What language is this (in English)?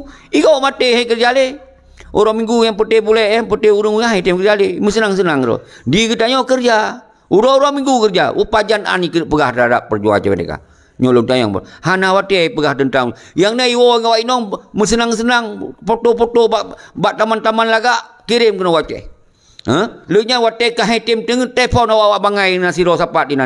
Achinese